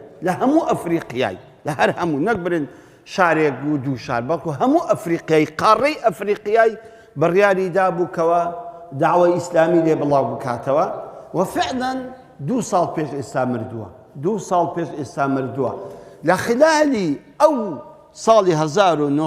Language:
Central Kurdish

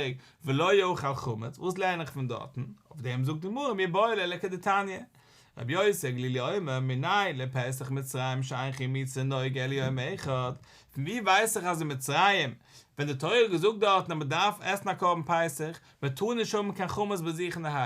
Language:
Yiddish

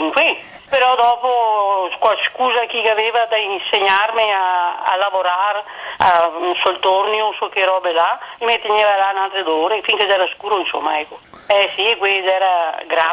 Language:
Venetian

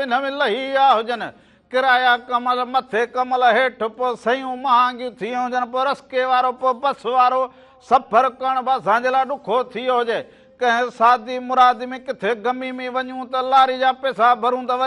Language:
Sindhi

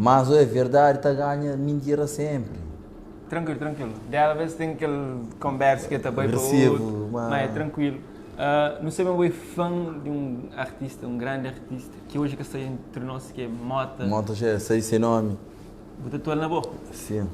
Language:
Kabuverdianu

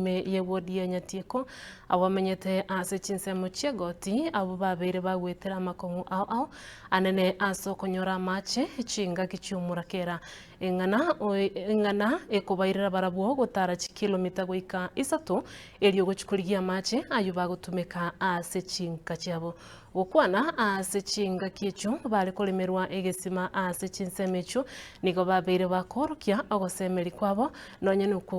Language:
Gusii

